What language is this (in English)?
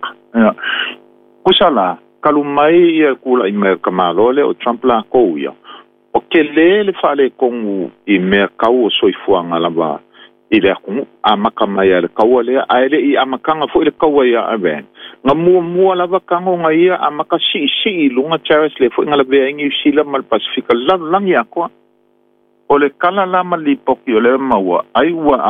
Samoan